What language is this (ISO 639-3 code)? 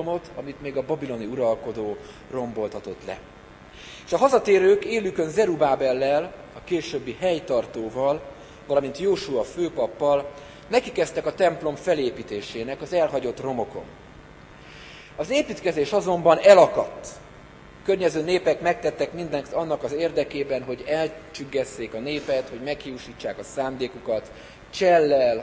hun